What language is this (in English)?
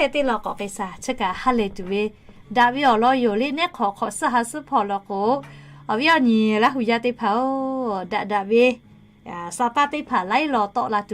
Lahu